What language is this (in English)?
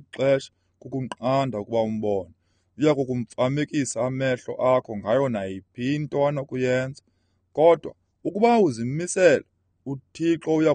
Xhosa